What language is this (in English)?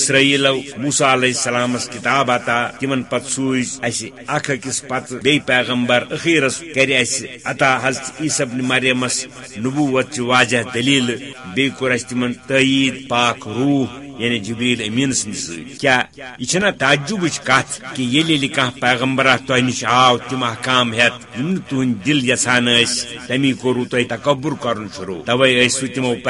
Kashmiri